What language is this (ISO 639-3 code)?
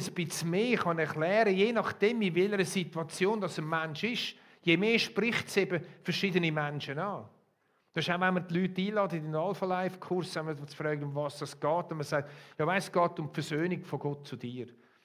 gsw